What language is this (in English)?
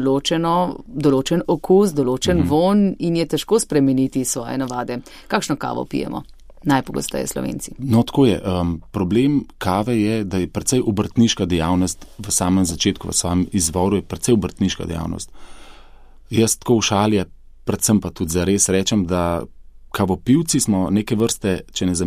Slovenian